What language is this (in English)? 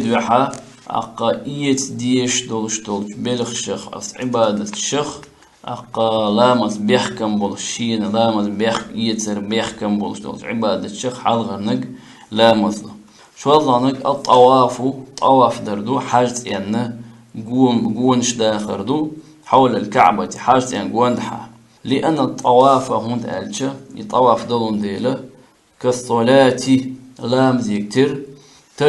Chechen